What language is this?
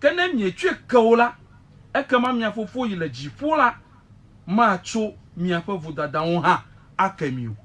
Ewe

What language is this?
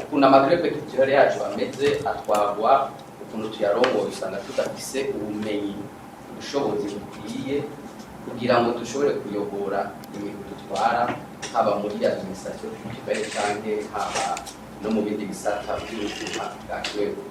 Rundi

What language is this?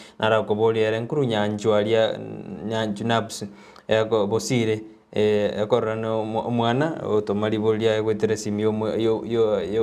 Gusii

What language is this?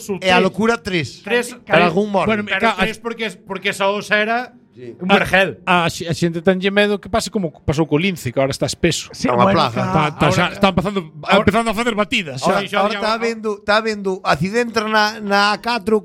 Galician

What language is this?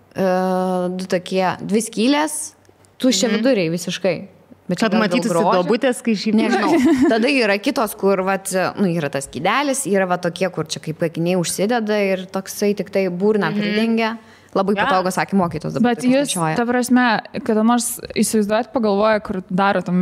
Lithuanian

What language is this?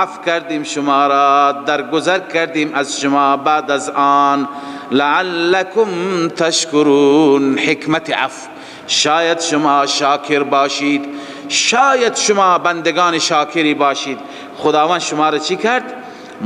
Persian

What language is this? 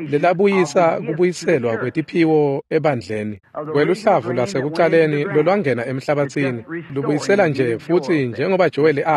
Swati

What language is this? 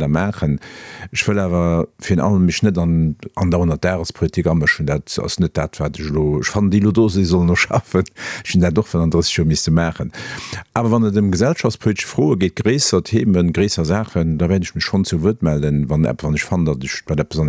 Luxembourgish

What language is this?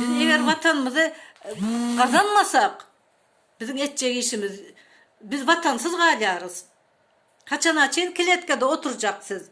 Turkmen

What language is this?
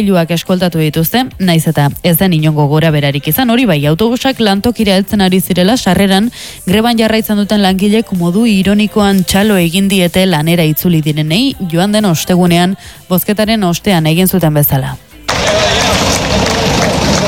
Basque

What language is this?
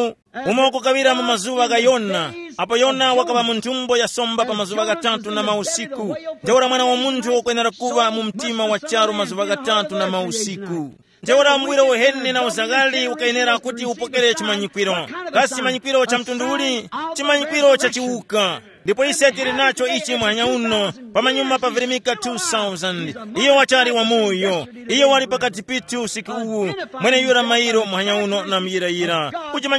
Tumbuka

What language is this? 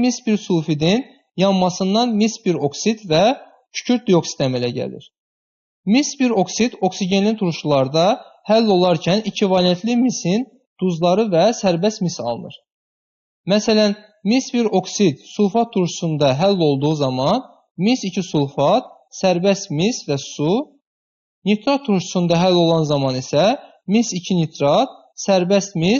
Azerbaijani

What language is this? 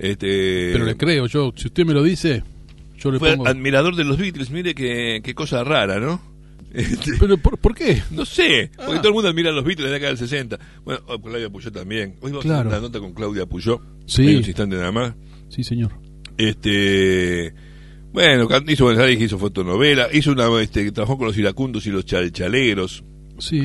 Spanish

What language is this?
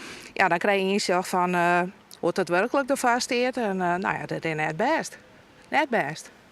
Western Frisian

